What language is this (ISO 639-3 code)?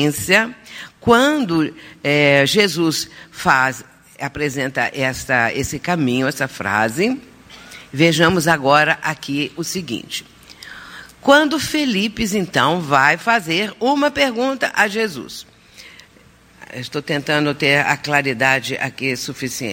por